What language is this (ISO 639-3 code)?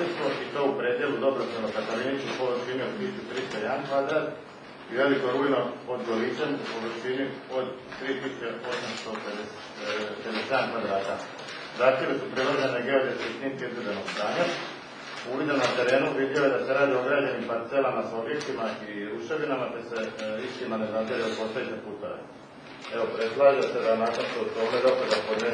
hrv